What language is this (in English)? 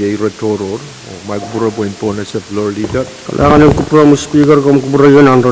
Pohnpeian